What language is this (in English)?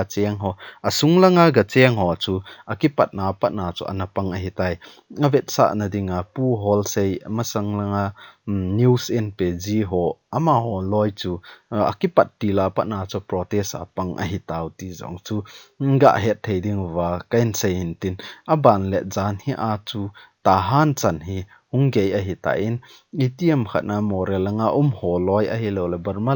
Thado Chin